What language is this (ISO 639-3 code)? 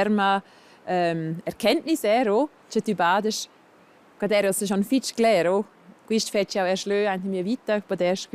roh